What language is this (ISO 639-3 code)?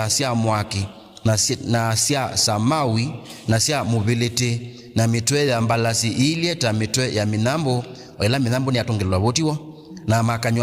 kam